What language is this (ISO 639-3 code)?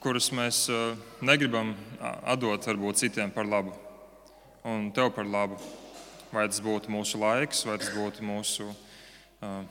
lav